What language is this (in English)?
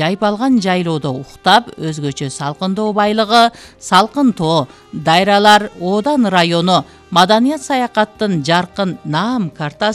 Kyrgyz